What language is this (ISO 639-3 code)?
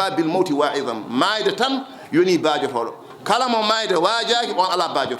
ful